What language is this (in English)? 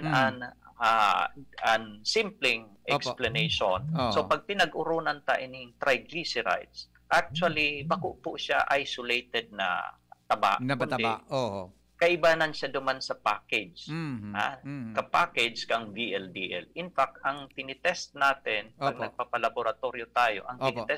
Bikol